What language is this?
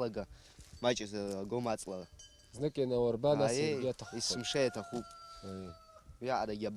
Abkhazian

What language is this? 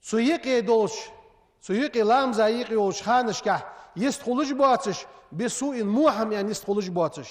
Ingush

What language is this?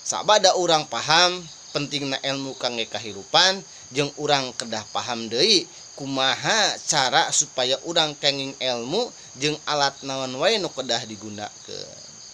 Sundanese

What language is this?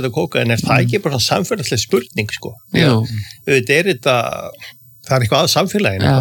Icelandic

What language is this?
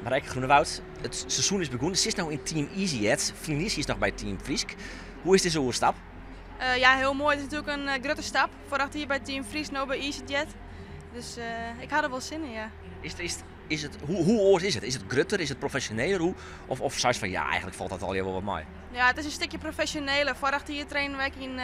Western Frisian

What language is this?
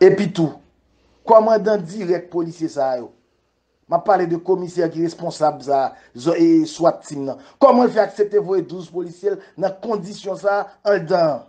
Haitian Creole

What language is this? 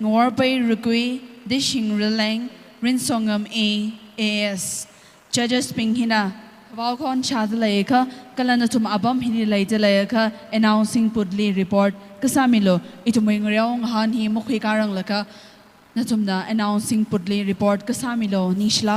Tangkhul Naga (India)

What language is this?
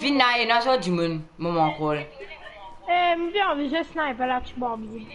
Morisyen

